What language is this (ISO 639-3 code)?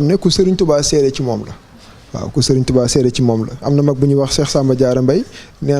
wol